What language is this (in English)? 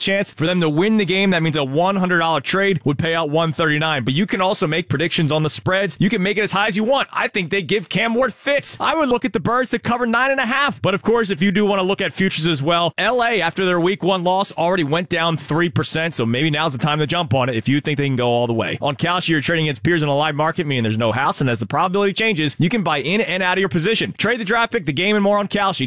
English